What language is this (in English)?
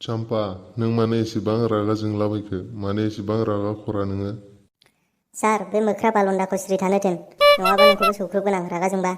Bodo